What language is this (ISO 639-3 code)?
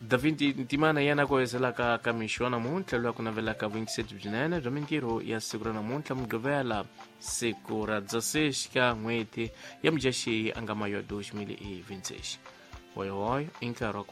tso